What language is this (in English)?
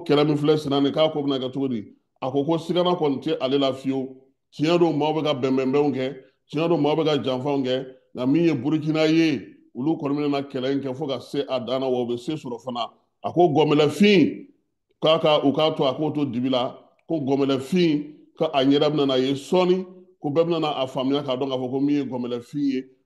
Bambara